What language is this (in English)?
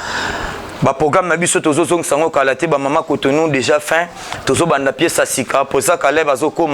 Lingala